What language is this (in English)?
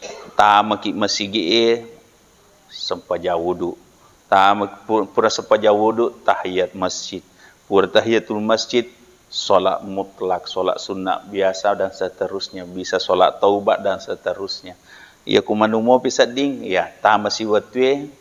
Buginese